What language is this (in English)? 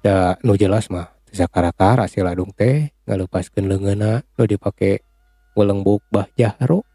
Sundanese